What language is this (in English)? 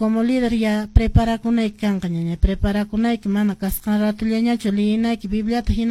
Quechua